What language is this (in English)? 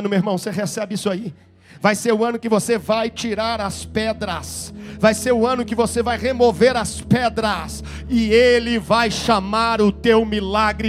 Portuguese